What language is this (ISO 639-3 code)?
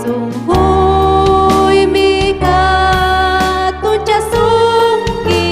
quy